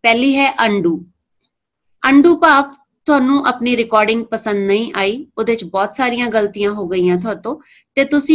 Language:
Punjabi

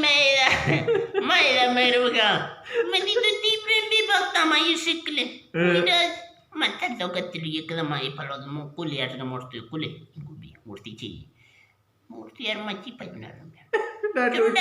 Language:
Eastern Balochi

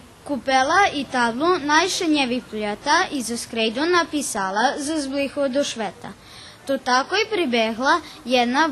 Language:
Rusyn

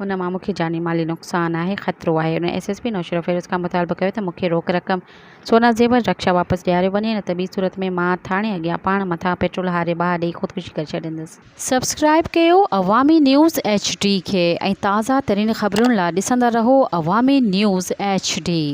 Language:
Sindhi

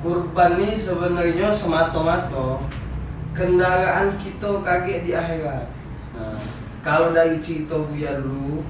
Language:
Musi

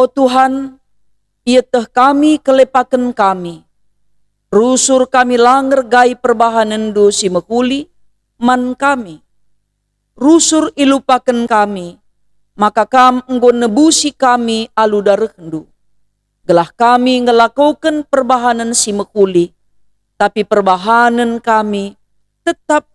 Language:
Batak Karo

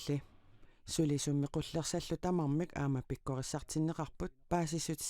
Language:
Kalaallisut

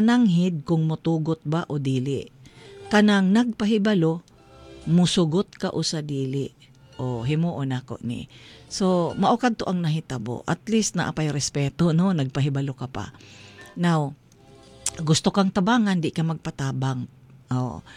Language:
Cebuano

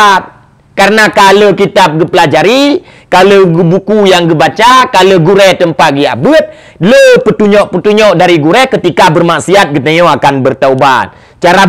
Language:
Achinese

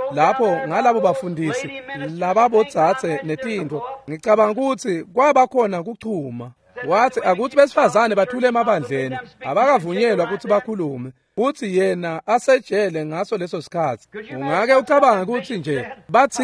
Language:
Swati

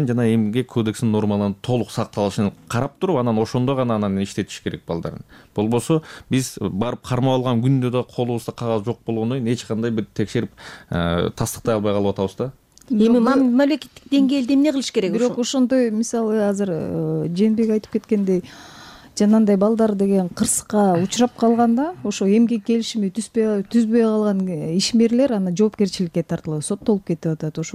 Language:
Kyrgyz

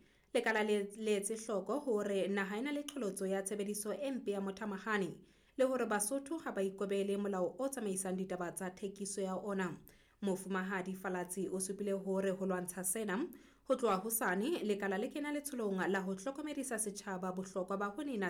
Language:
Southern Sotho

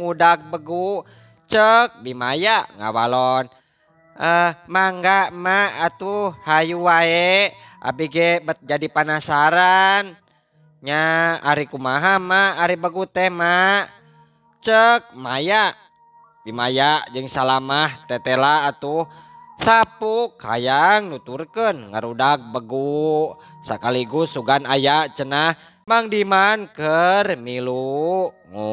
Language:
Sundanese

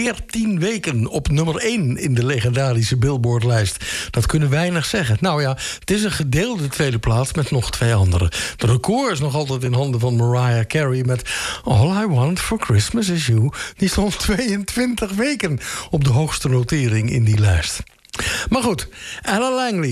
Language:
Dutch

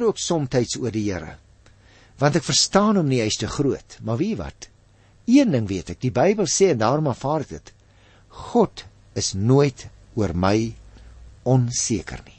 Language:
Afrikaans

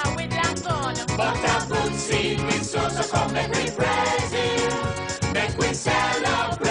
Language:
Jamaican Creole English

